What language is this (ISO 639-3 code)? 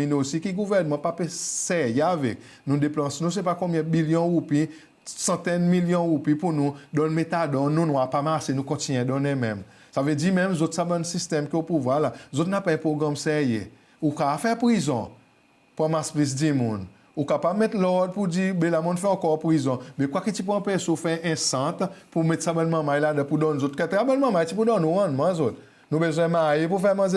crs